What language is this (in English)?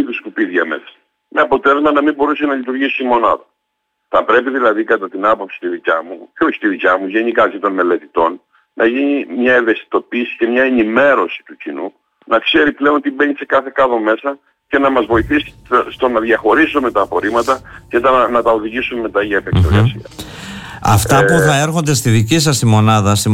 Greek